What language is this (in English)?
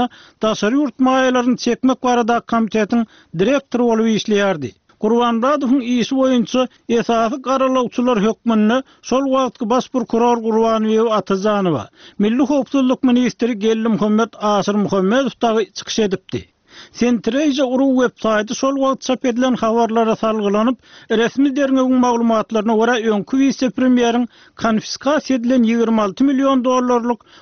Turkmen